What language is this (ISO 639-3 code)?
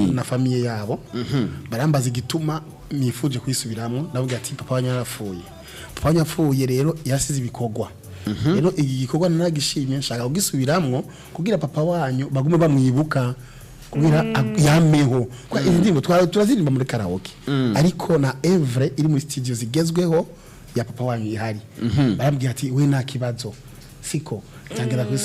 run